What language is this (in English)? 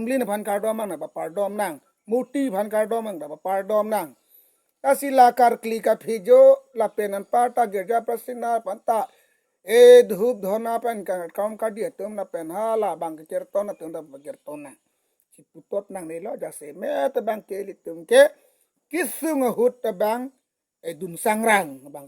Karbi